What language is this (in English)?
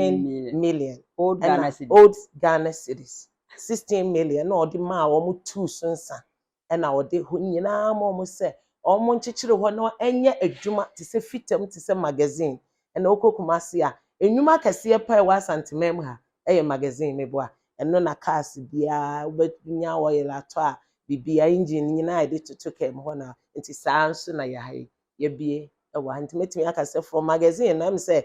Akan